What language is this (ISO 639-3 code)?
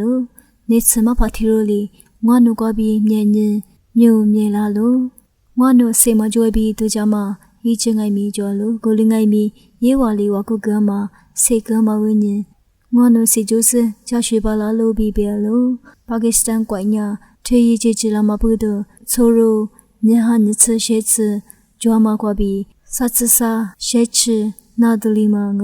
lis